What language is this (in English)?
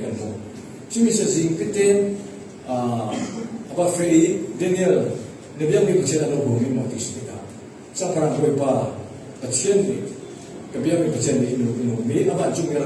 Falam Chin